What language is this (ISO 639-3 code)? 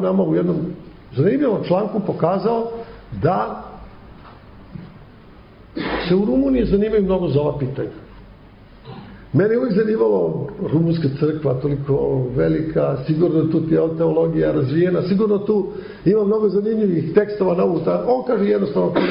srp